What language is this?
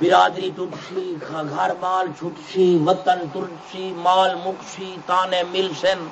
Saraiki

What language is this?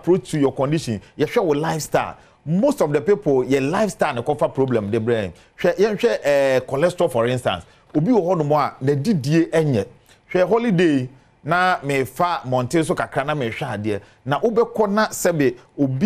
Akan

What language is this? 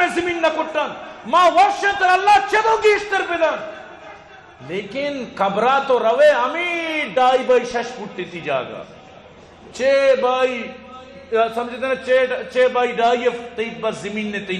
Eastern Balochi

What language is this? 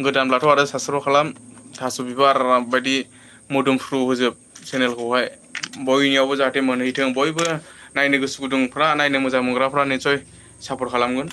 Bodo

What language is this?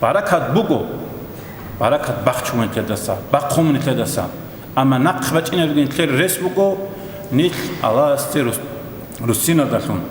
Avaric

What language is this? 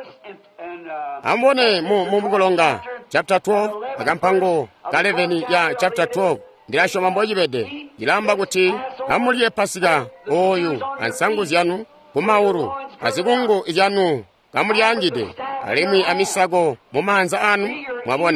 Tonga (Zambia)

